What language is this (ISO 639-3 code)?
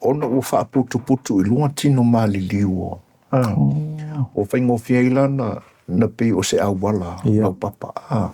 smo